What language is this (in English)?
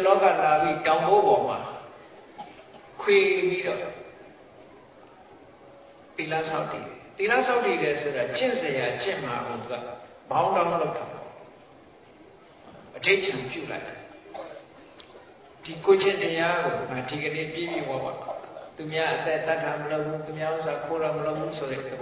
Burmese